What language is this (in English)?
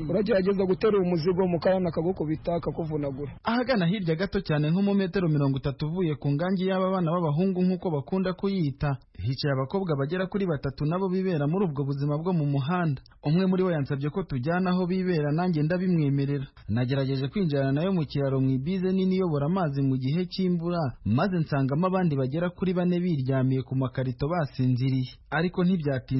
Kinyarwanda